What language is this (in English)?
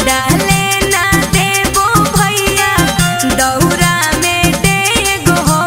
Magahi